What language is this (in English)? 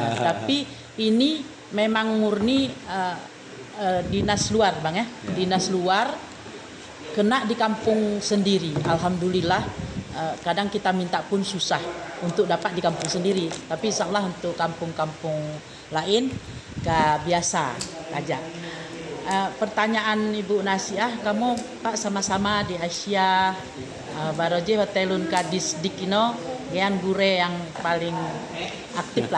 Achinese